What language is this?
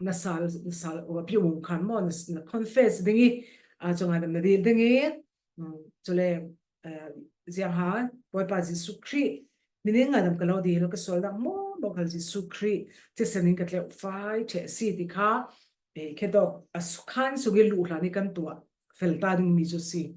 Falam Chin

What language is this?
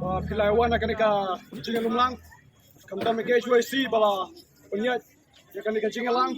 Khasi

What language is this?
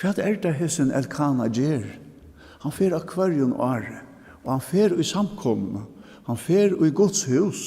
Faroese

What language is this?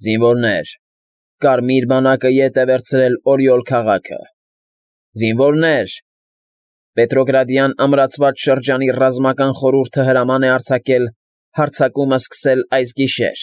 Armenian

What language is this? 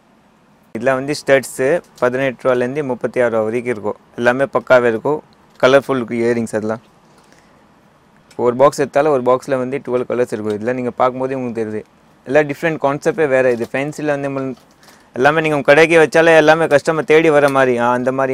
Tamil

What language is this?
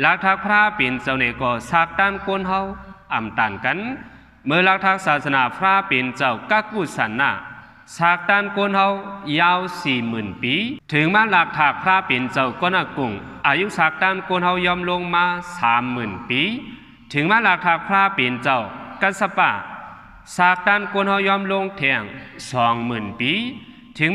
Shan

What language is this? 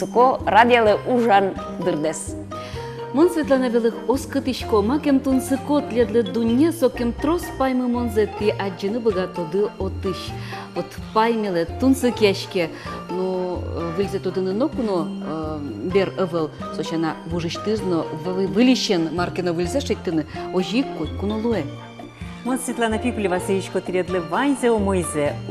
Udmurt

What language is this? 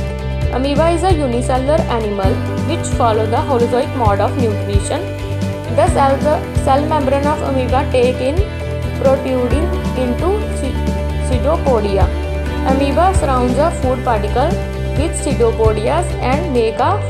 English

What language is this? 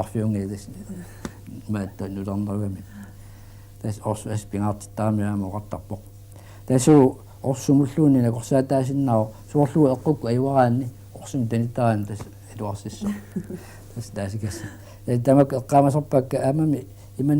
Kalaallisut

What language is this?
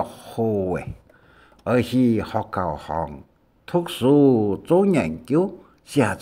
Hakka Chinese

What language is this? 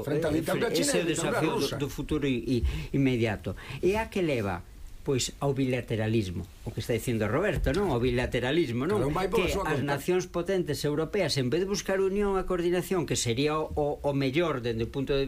Galician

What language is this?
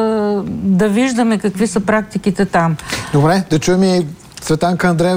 Bulgarian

